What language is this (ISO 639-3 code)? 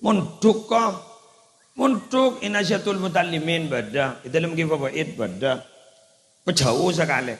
mad